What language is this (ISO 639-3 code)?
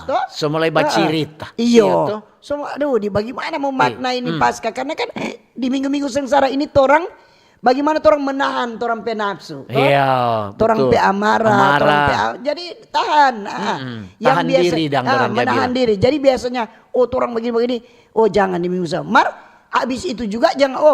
xmm